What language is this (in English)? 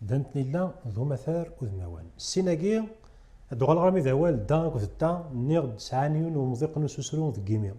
Kabyle